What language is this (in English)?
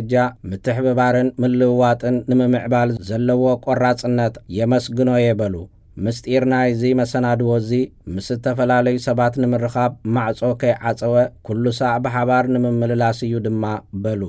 Tigrinya